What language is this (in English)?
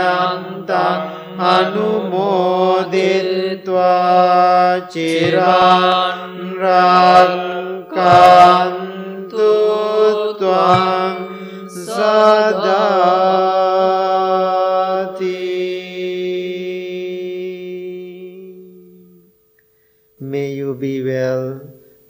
English